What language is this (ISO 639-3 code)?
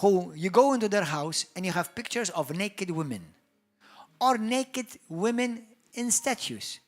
eng